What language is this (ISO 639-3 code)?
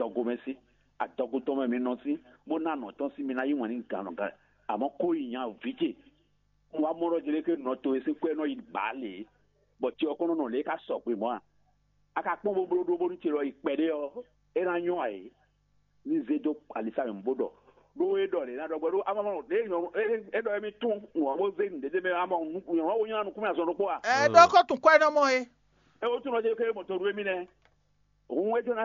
fon